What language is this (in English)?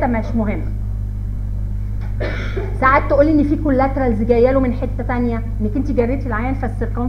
Egyptian Arabic